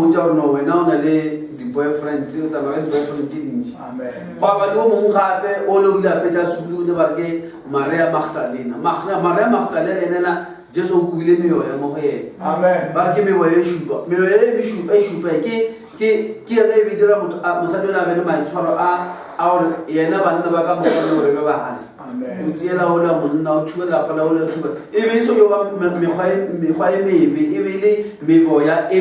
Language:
Northern Sotho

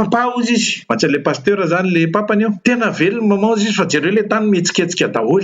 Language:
Malagasy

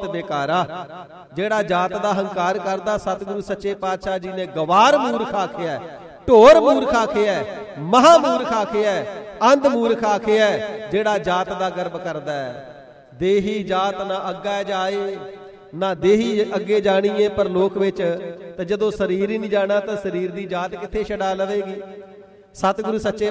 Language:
Punjabi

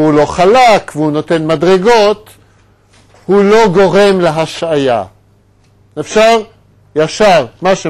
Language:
Hebrew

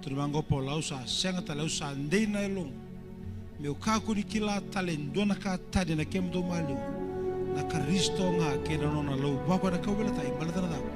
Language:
Fijian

